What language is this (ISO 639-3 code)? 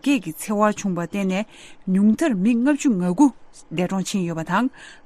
bod